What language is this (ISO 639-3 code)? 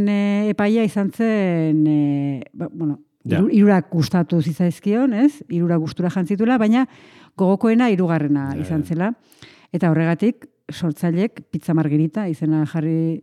eus